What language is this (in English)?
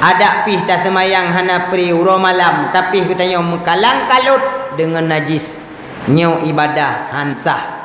Achinese